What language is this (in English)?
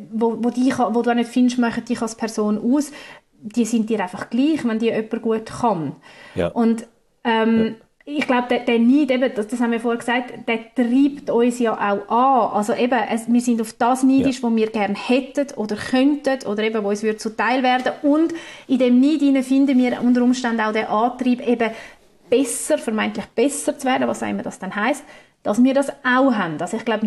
German